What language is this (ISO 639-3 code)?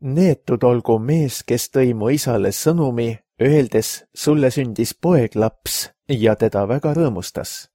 est